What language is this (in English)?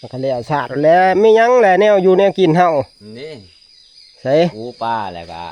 Northeastern Thai